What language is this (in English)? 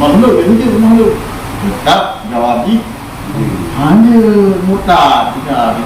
Achinese